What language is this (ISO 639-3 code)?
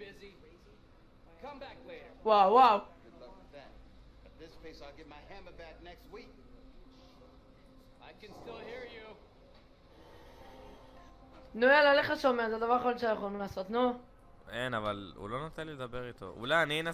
heb